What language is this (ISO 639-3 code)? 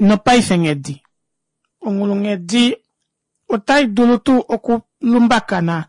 kua